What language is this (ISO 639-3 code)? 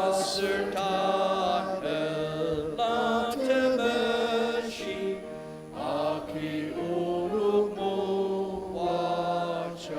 njo